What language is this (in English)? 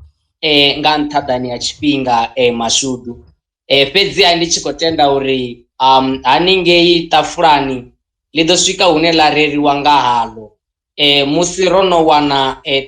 Venda